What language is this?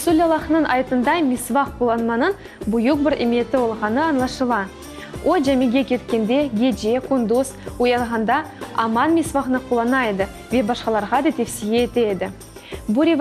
Crimean Tatar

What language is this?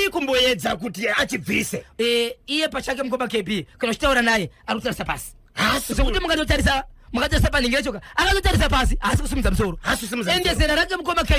Shona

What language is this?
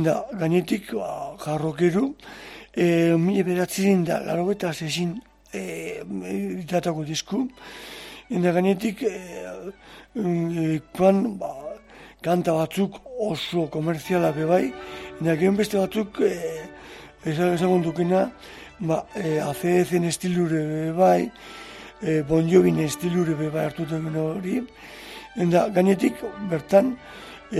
Basque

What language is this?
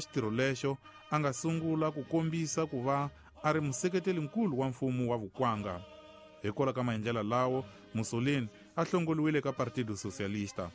Tsonga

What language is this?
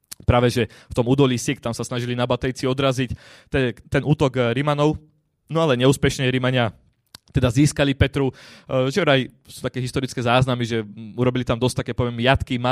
Slovak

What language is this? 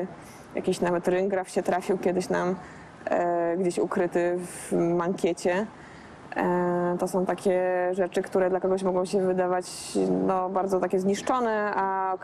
Polish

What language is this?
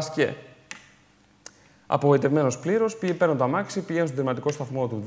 Greek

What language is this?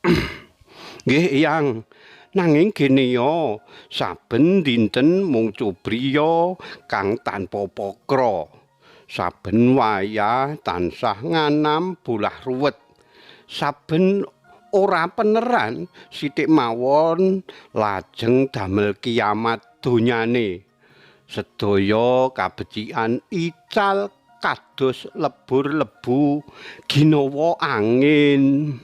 Javanese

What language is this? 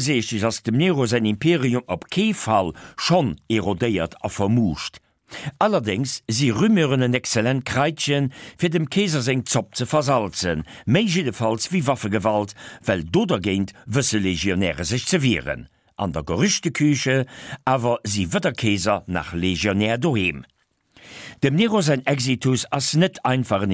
Luxembourgish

